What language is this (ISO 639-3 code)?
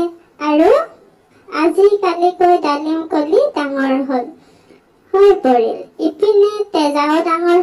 asm